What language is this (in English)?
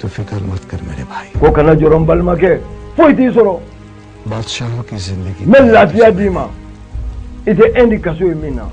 Bambara